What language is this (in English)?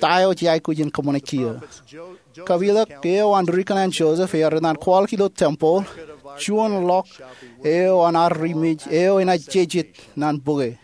Marshallese